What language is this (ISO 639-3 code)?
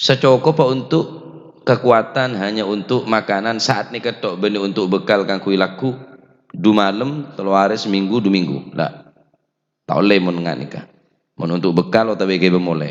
mad